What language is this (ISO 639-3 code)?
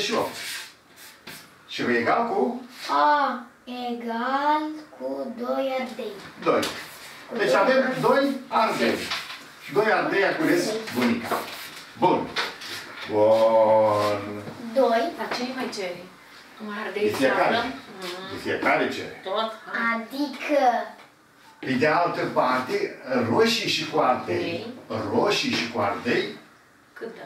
ron